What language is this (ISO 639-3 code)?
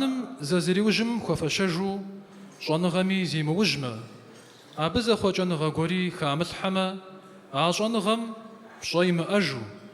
kbd